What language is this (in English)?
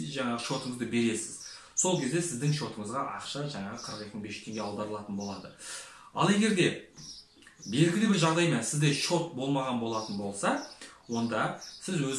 Kazakh